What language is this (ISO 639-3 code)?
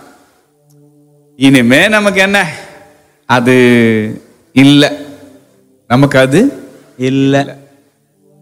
tam